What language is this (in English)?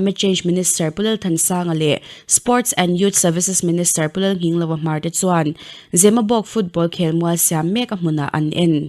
Mizo